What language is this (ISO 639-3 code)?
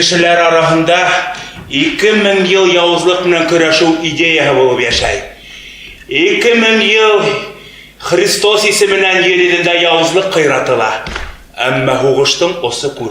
bak